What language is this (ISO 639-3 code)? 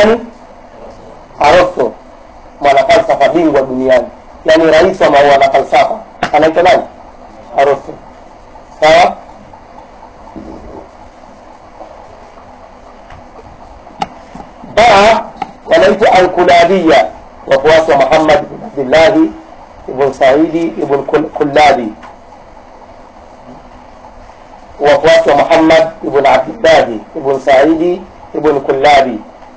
swa